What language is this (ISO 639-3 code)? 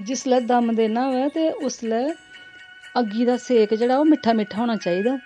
doi